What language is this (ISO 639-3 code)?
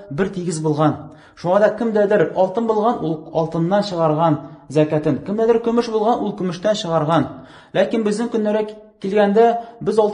tat